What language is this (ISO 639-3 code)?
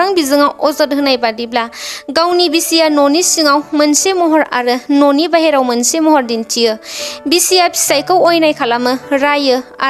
brx